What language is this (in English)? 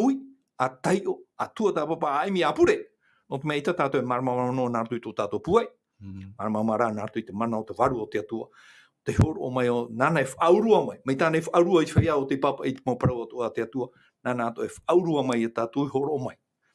Tahitian